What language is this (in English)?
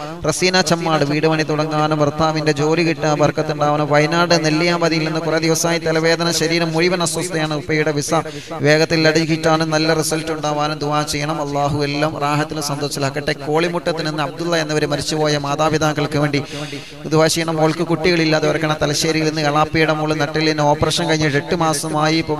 Malayalam